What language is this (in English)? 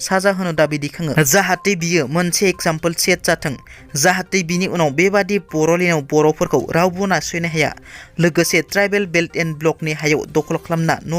Bodo